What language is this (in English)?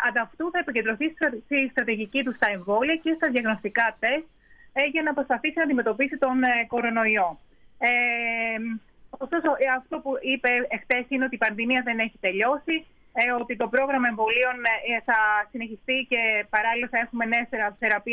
Greek